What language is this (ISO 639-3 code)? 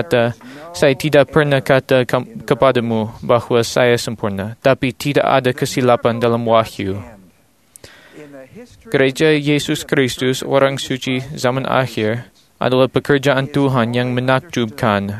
msa